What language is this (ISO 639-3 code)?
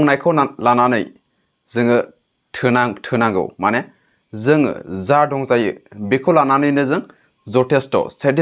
brx